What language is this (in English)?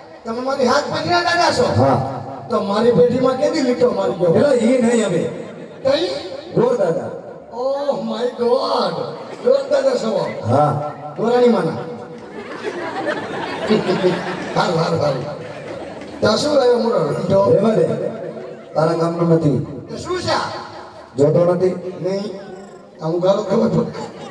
Gujarati